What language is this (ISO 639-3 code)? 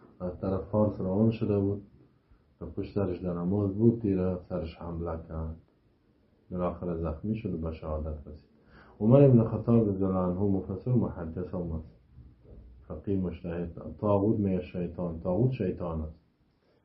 fas